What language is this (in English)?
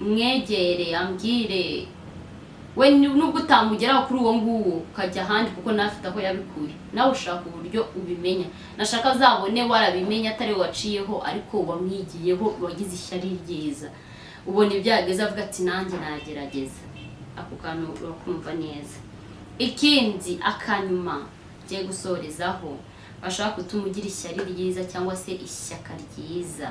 Kinyarwanda